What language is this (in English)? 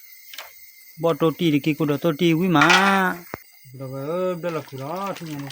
S'gaw Karen